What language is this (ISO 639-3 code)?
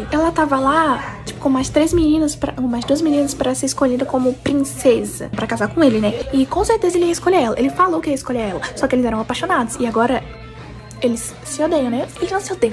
por